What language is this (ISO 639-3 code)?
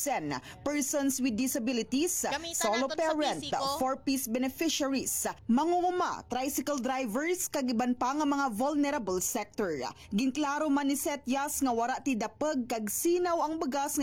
hil